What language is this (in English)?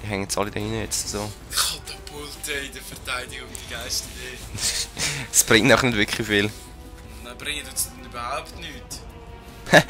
Swiss German